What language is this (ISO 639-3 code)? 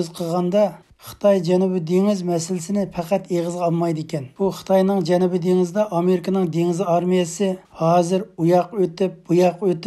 uig